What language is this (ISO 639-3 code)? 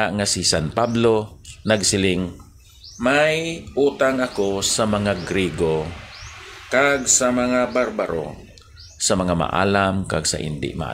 hil